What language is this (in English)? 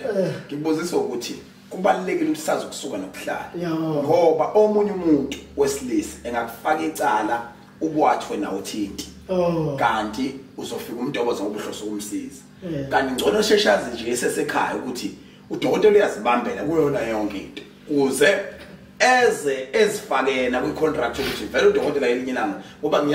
Zulu